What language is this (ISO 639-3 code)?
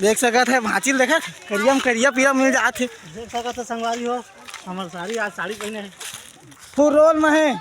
hne